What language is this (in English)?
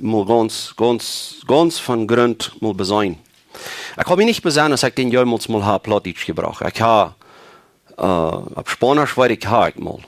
Plautdietsch